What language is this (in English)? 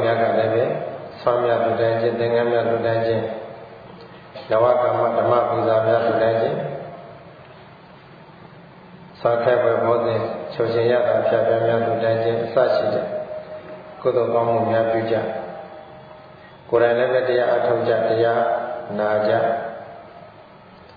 Burmese